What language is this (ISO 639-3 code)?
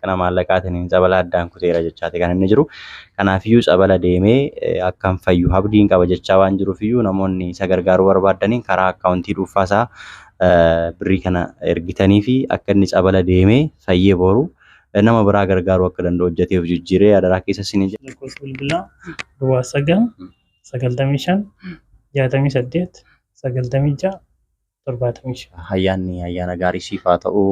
orm